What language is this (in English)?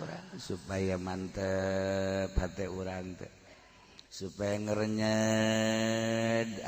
Sundanese